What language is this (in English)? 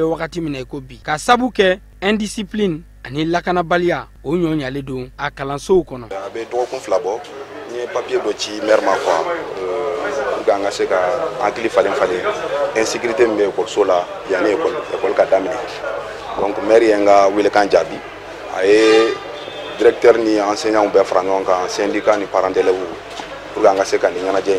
Bambara